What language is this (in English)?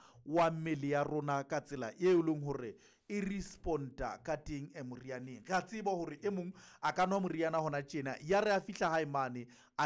Southern Sotho